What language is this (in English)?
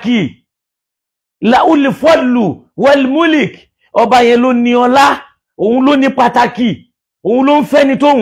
Yoruba